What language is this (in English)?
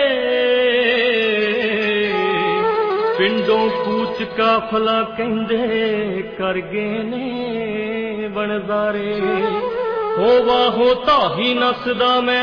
Punjabi